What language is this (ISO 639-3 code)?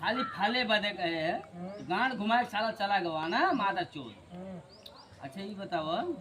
awa